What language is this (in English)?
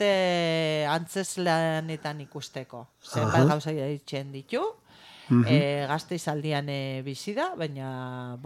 Basque